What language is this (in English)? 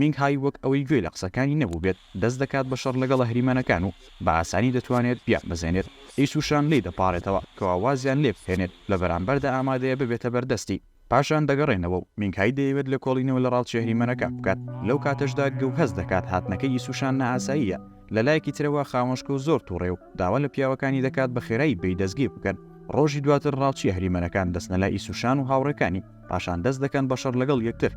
Central Kurdish